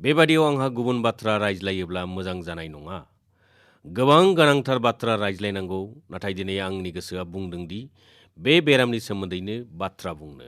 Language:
Bodo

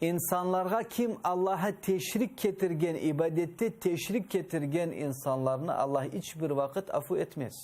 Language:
Crimean Tatar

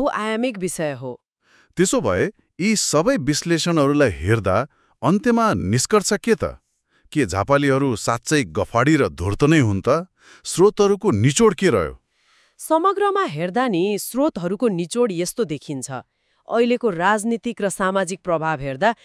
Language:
Nepali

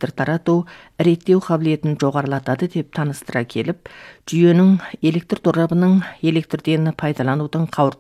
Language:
Kazakh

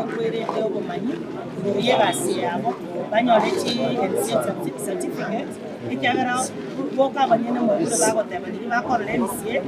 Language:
Gusii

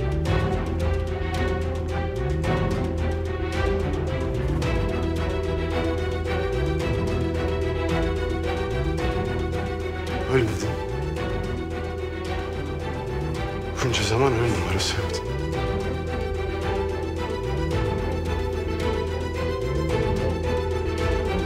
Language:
Turkish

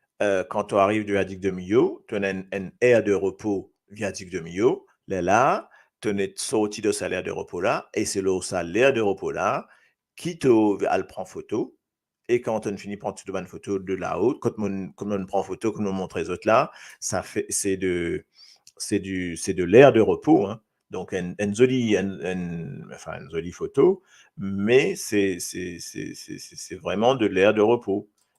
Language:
Morisyen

